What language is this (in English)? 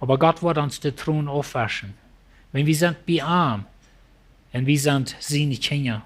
Plautdietsch